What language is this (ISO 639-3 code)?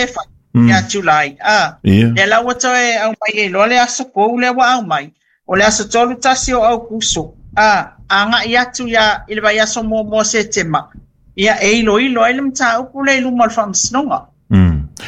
smo